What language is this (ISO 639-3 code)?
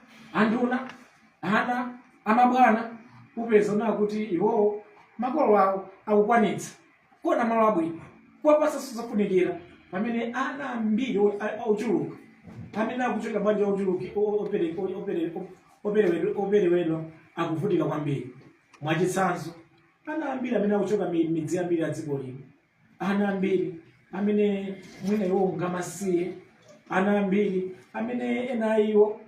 nya